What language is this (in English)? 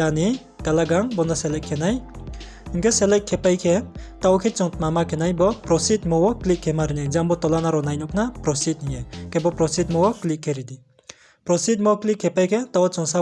Riang (India)